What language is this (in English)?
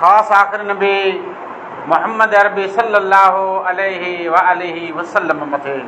Sindhi